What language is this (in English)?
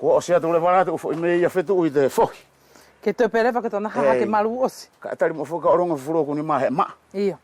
Wallisian